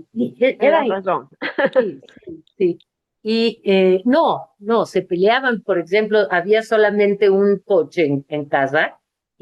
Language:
Ladino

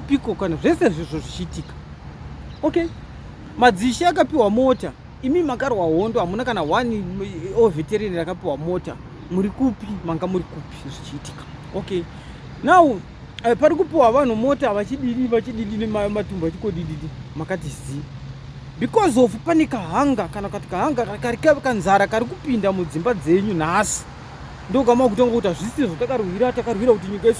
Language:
Shona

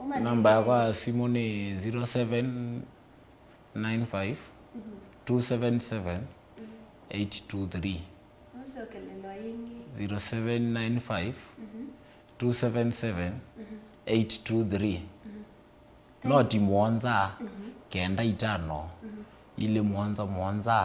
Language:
Kamba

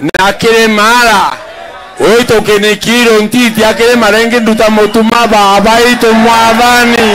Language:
Meru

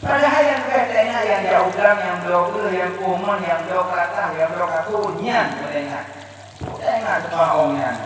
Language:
Achinese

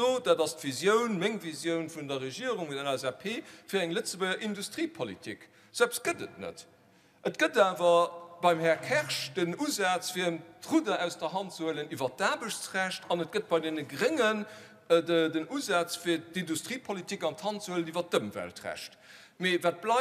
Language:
Luxembourgish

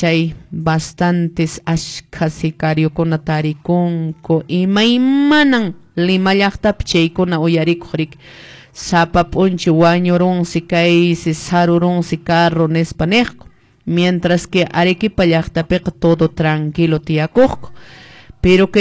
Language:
Quechua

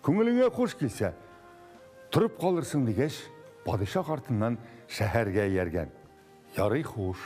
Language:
Tatar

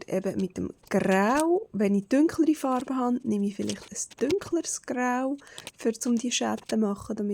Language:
Swiss German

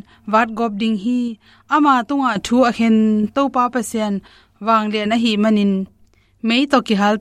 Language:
Tedim Chin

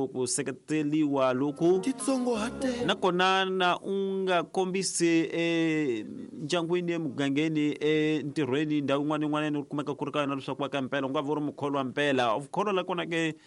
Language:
Tsonga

